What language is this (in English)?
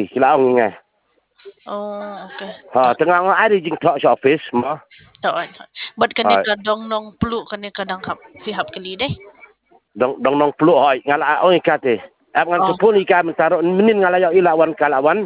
Khasi